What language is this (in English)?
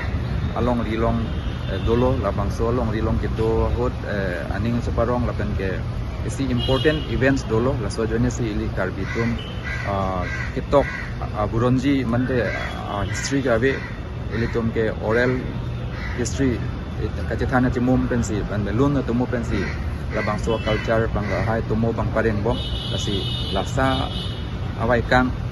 Karbi